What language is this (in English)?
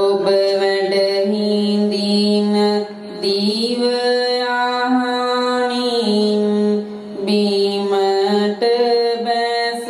Sinhala